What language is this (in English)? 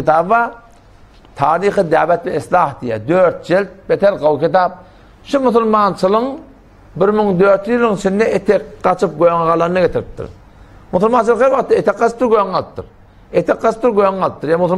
Turkmen